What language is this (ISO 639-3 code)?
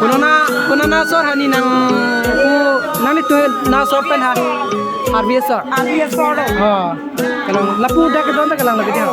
mjw